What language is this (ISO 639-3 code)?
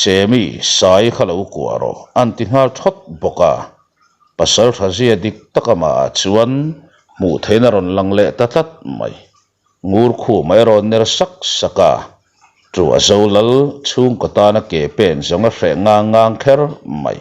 lus